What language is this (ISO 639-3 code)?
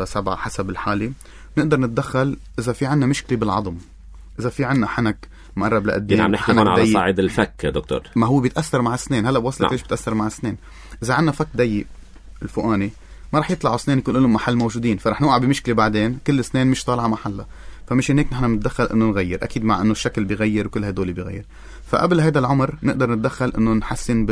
apc